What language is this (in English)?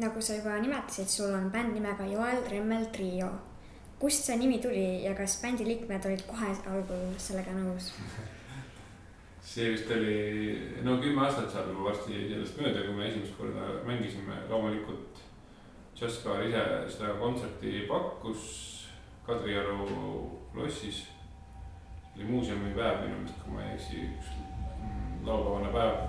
Estonian